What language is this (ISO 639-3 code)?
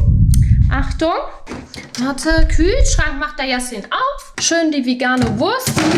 deu